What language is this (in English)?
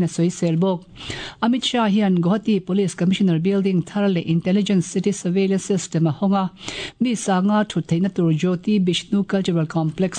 Mizo